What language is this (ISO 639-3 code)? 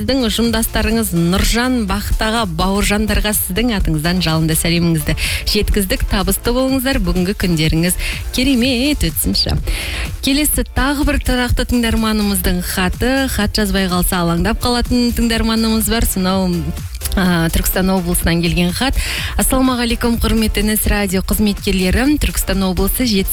kaz